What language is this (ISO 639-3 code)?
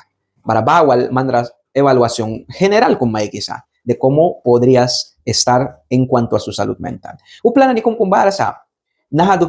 miq